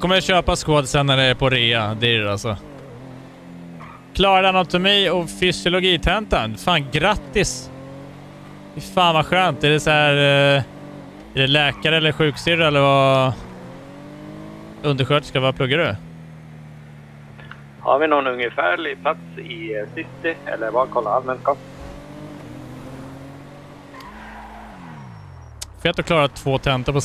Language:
Swedish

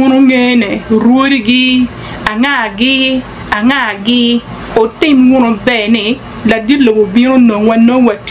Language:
Acoli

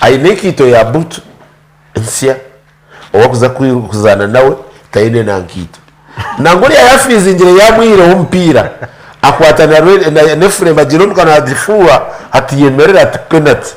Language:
Nyankole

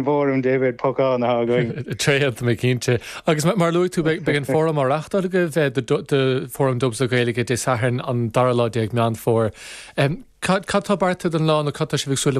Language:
Irish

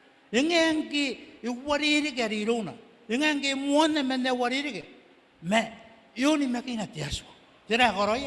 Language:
Gilbertese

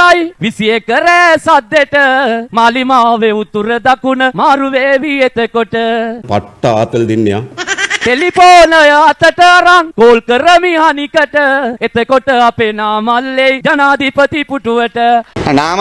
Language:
Sinhala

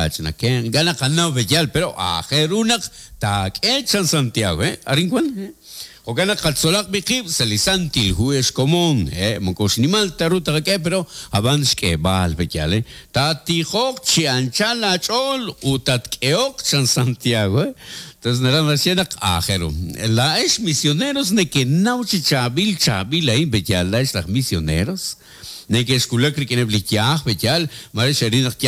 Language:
Kekchí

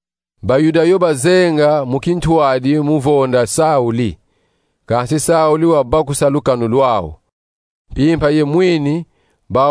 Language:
Kongo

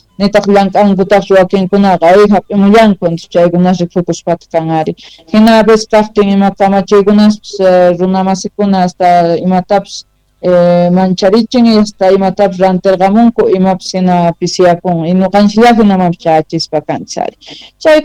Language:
South Bolivian Quechua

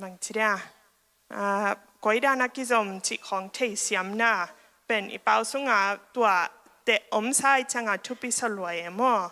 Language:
Tedim Chin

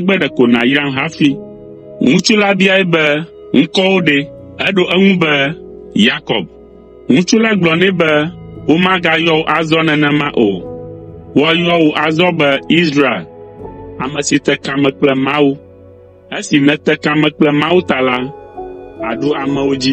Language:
Ewe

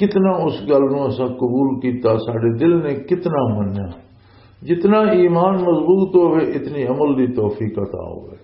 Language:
Western Panjabi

